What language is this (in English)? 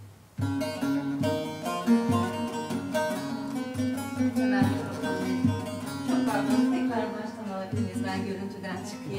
Turkish